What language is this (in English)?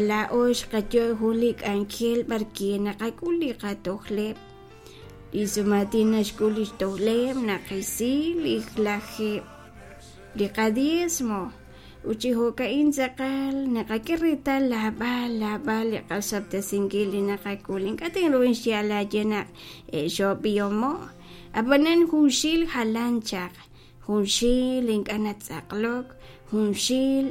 Kekchí